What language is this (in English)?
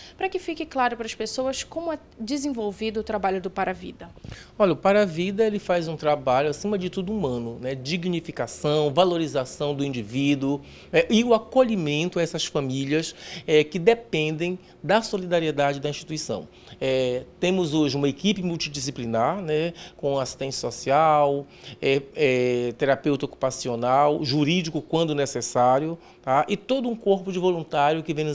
Portuguese